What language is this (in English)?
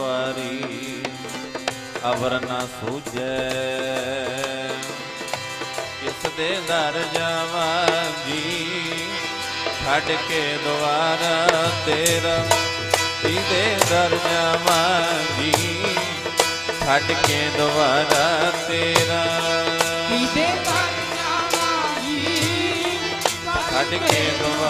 Punjabi